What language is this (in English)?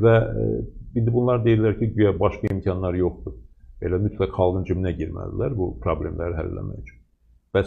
Azerbaijani